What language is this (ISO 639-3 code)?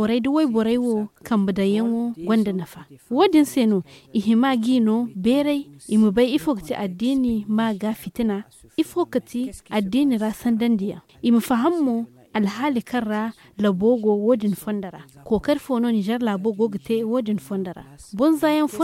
dje